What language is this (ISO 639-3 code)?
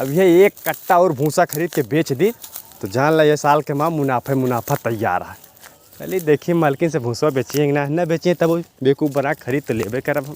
awa